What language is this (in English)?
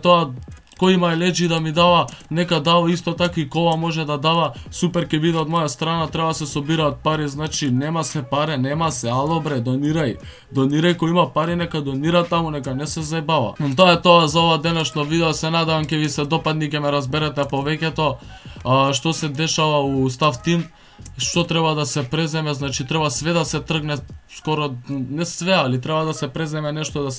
Macedonian